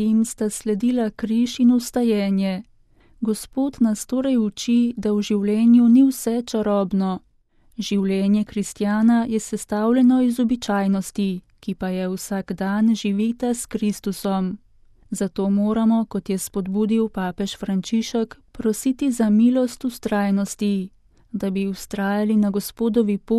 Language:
Slovenian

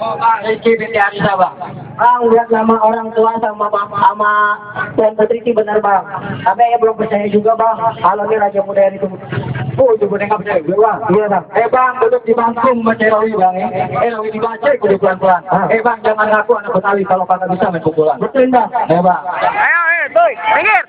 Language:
Betawi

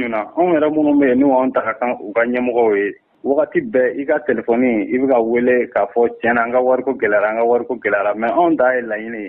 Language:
Bambara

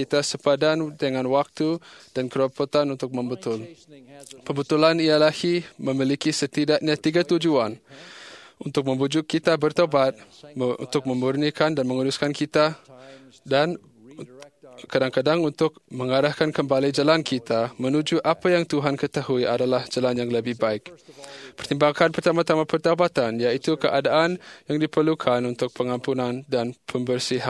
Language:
Malay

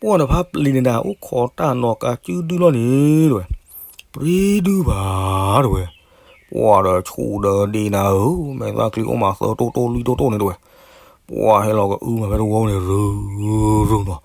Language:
S'gaw Karen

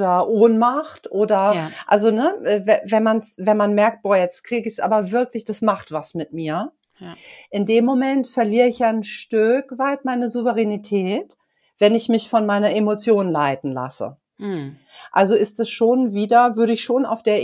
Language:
German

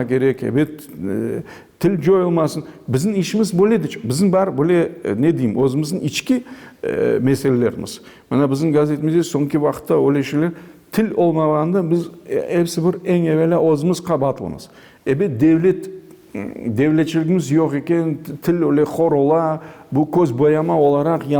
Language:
Crimean Tatar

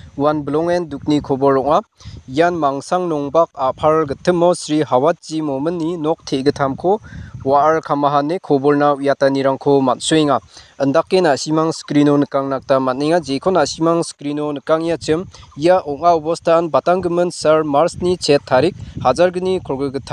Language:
Garo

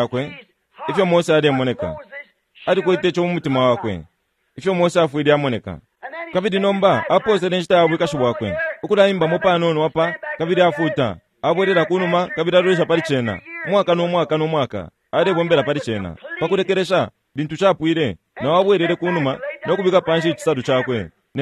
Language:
Bemba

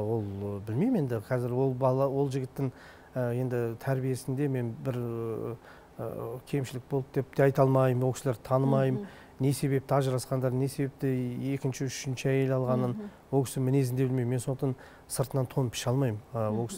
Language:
Kazakh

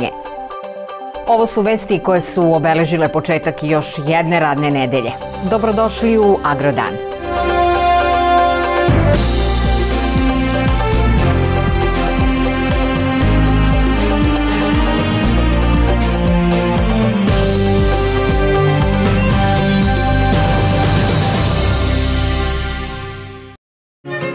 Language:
Serbian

